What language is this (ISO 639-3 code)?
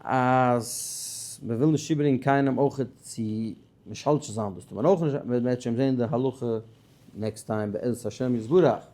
yid